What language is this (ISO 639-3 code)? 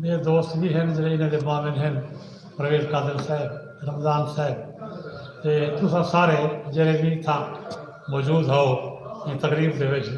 skr